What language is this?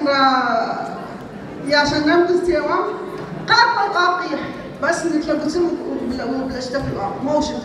Adyghe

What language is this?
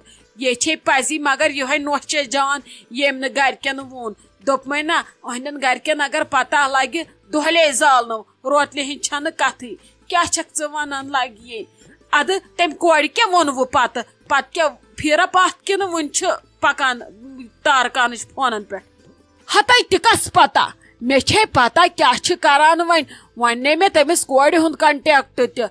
Kashmiri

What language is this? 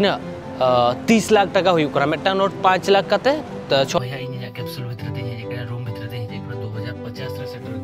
Santali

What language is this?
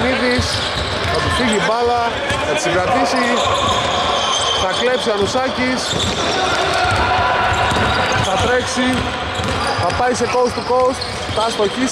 Greek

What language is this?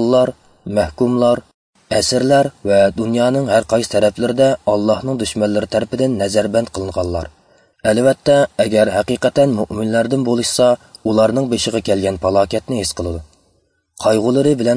Uyghur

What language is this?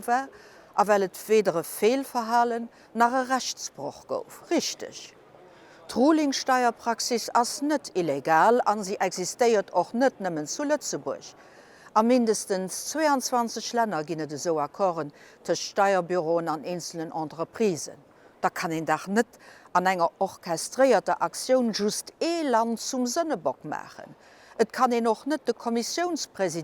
Luxembourgish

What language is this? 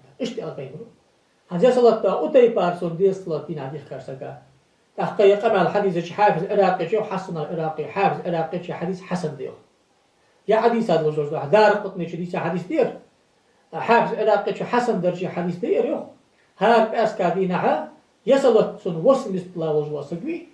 Ingush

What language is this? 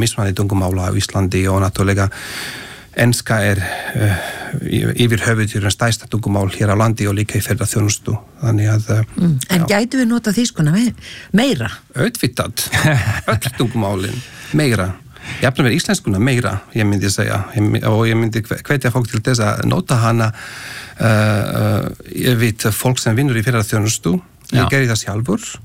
Icelandic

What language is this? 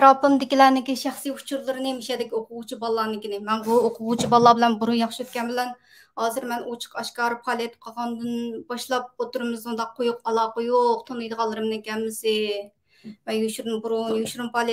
Uyghur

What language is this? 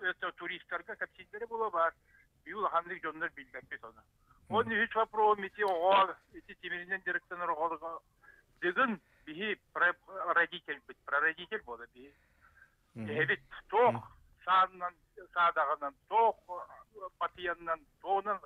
Yakut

